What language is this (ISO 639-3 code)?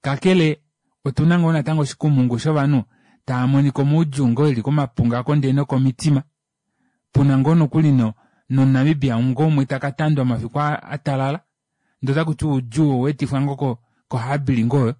kua